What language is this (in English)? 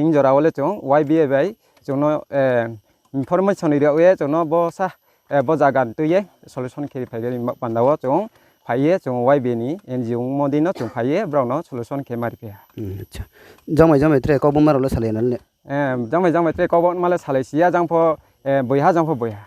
Riang (India)